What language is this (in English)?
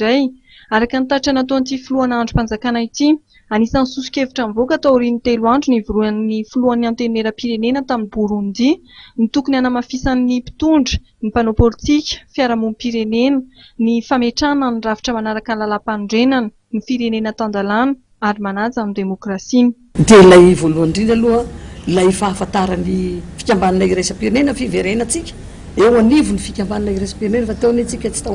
Malagasy